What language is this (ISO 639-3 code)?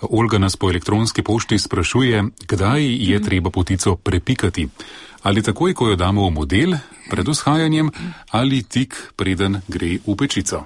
slv